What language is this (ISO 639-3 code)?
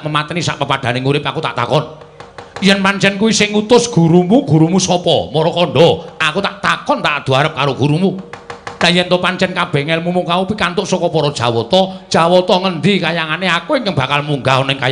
jav